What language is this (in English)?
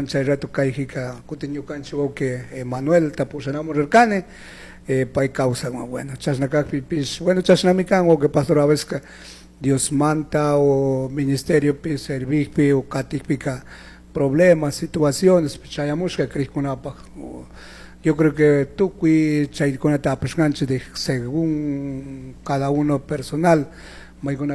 Chimborazo Highland Quichua